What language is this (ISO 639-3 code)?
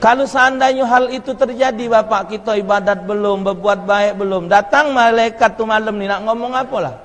mui